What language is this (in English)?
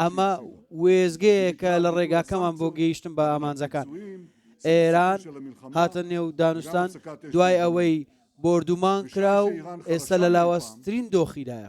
Central Kurdish